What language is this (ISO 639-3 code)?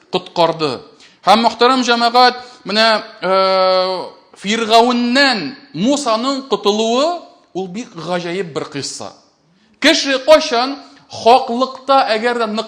tat